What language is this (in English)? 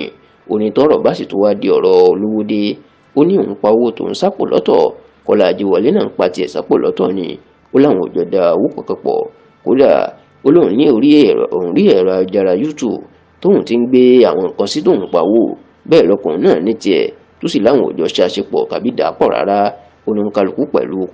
Yoruba